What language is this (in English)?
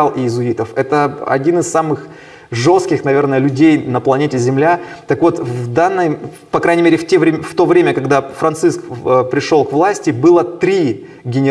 Russian